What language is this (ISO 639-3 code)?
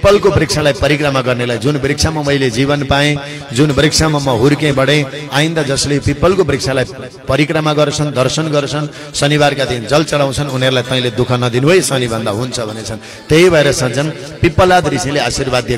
nep